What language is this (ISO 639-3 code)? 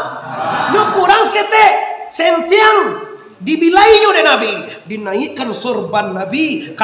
min